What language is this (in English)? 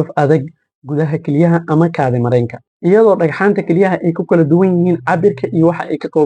Somali